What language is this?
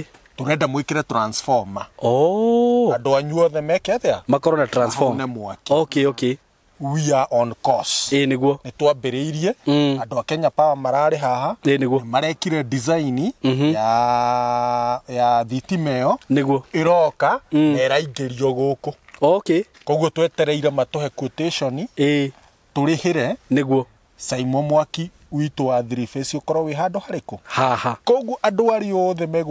Kikuyu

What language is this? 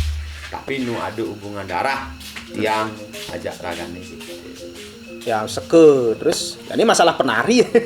Balinese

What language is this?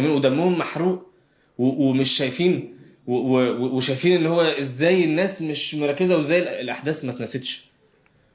Egyptian Arabic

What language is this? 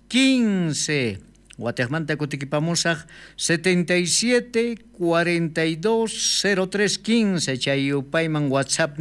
South Bolivian Quechua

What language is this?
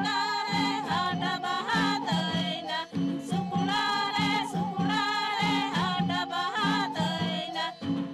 Santali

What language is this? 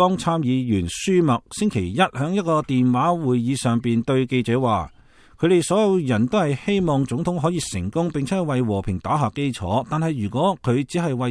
Cantonese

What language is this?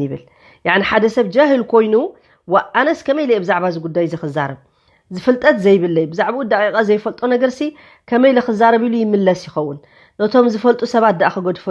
Tigrinya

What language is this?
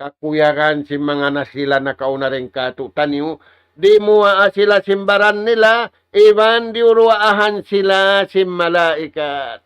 Tausug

